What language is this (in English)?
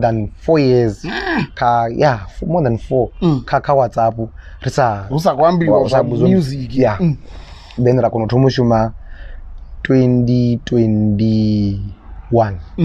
Venda